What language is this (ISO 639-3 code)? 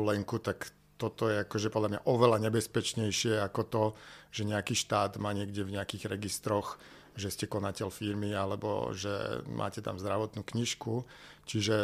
slk